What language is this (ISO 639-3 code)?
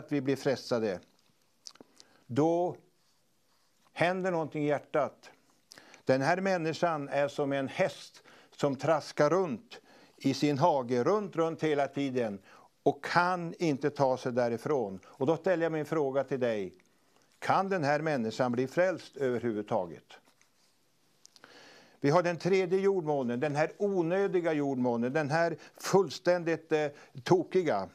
swe